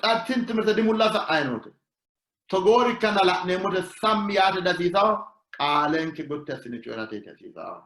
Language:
Sidamo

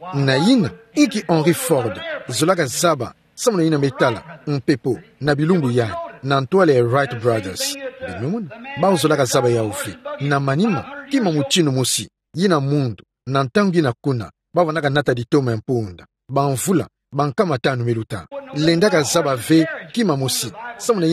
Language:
Kituba (Democratic Republic of Congo)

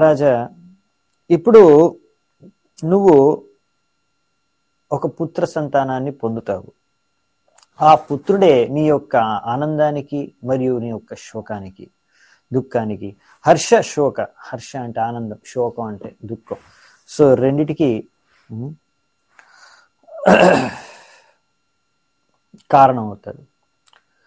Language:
Telugu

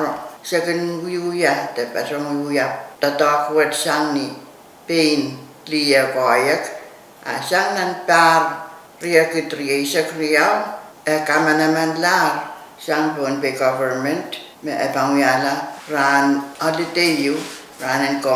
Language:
Pohnpeian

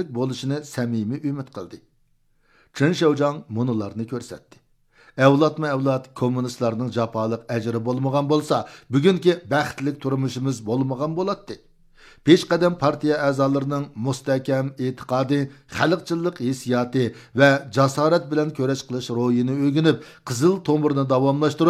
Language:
Uyghur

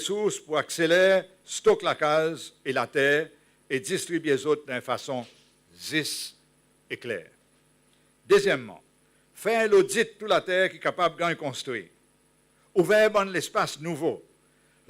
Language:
Seselwa Creole French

